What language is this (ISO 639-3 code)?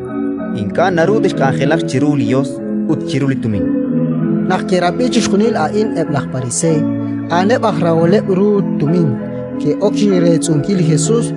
kek